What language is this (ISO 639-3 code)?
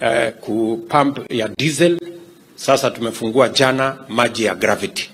kik